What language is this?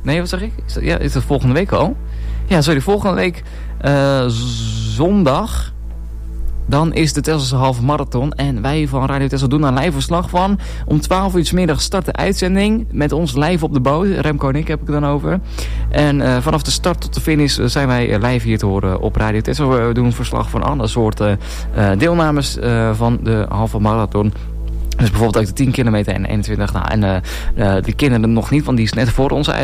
Dutch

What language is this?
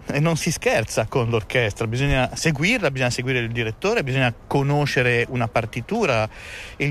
Italian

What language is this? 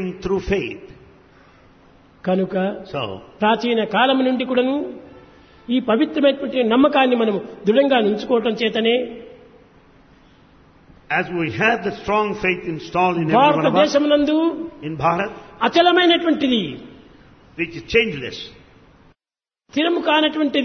Telugu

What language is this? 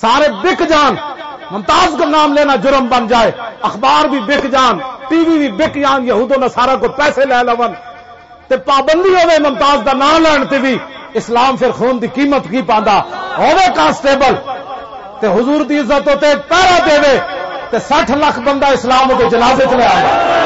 Western Panjabi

